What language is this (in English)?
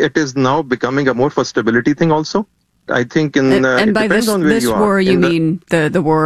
English